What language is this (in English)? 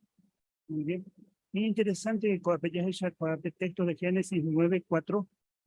Guarani